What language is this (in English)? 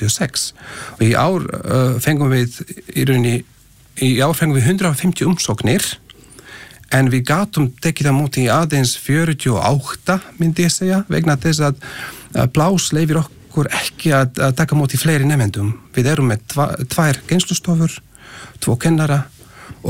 Icelandic